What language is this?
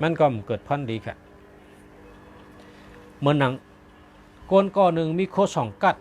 Shan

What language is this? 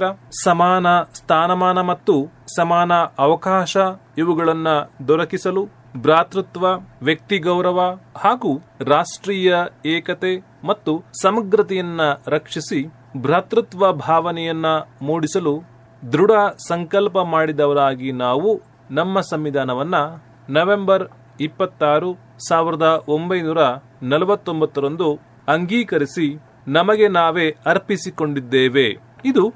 Kannada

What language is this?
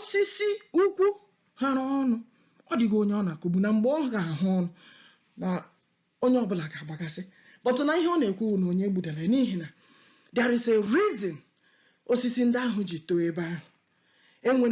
Igbo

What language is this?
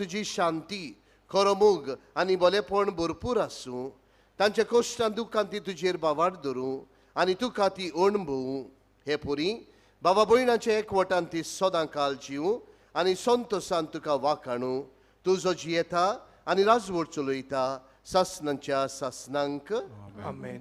Konkani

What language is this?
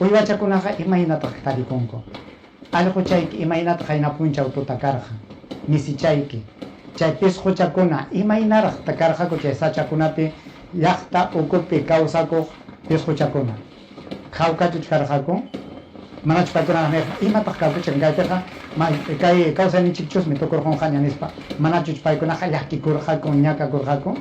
Ayacucho Quechua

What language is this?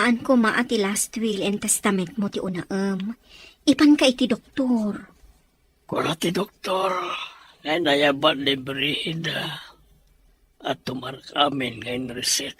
Iloko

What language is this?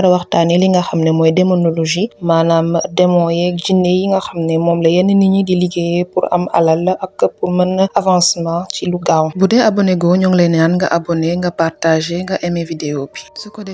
Wolof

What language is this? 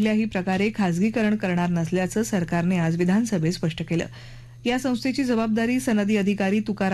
Marathi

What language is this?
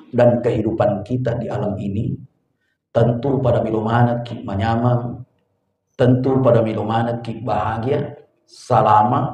Buginese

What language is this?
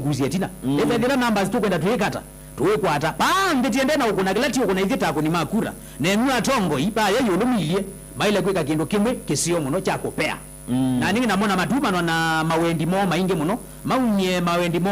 Kamba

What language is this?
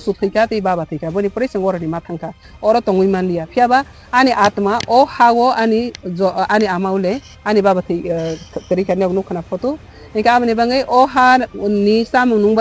Kok Borok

